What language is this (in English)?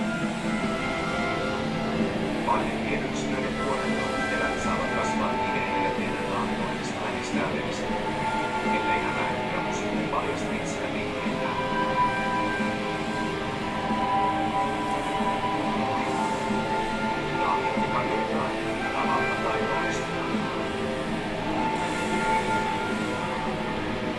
Finnish